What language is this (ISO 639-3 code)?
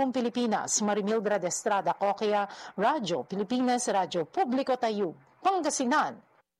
fil